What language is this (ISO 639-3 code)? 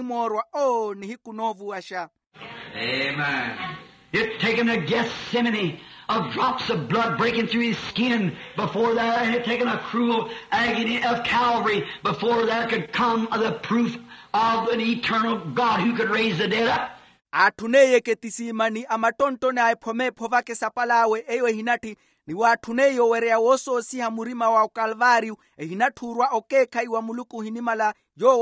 vmw